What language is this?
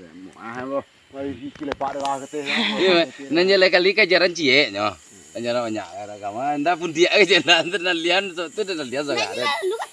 Minangkabau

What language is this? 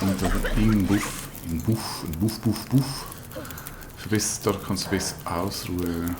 Swiss German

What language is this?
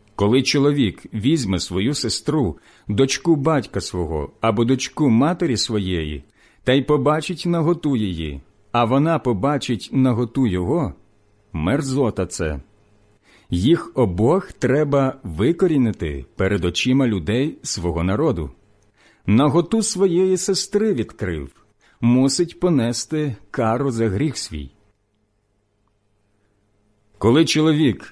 Ukrainian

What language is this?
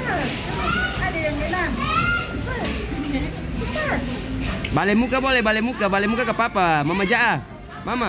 Ambonese Malay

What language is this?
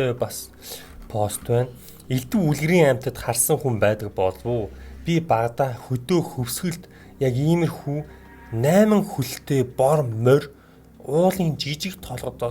Mongolian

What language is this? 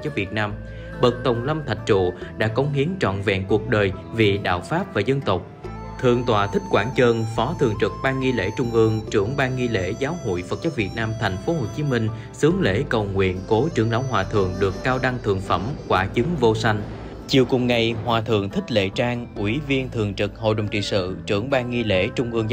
Vietnamese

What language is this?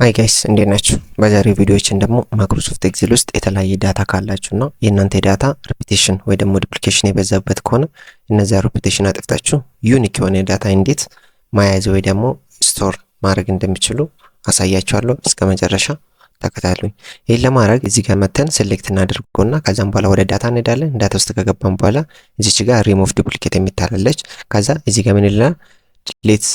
Amharic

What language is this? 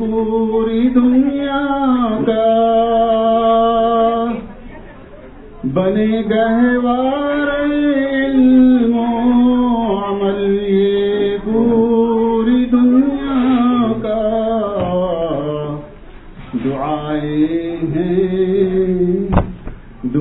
Urdu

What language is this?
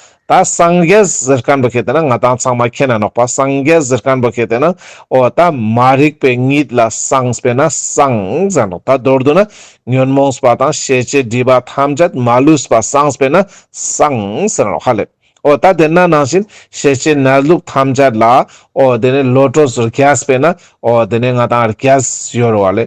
Ladakhi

